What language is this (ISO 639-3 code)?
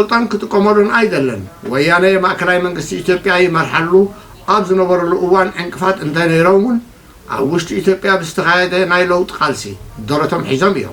tir